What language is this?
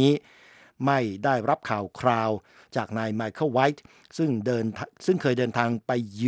Thai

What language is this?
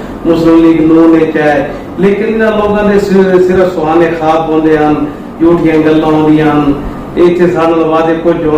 Saraiki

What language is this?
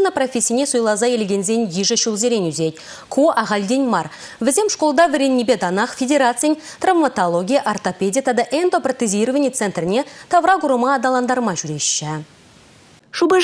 Chuvash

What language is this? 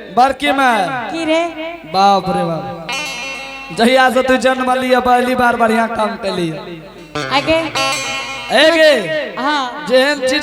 Angika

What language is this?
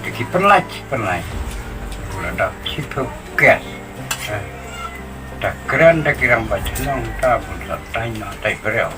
Khasi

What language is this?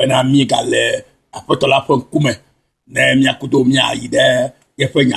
Ewe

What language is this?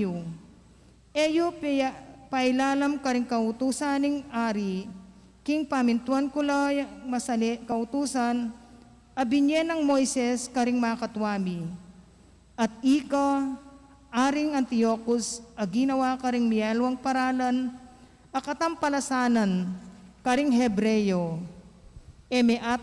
Pampanga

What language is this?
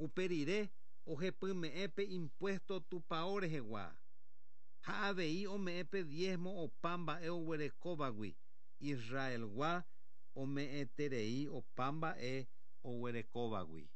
Guarani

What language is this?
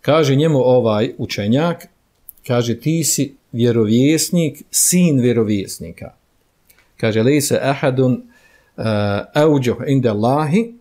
Bosnian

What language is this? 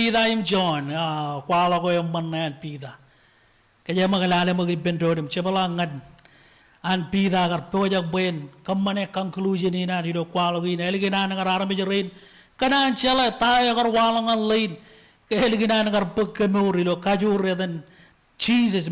Marshallese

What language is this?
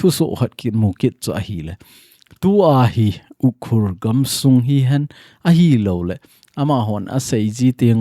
Thado Chin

